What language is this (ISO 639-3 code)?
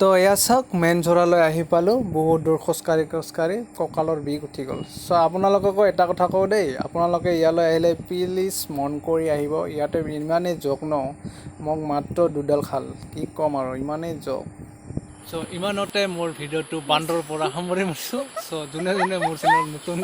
asm